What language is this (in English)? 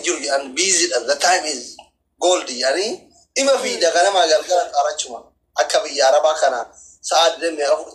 Oromo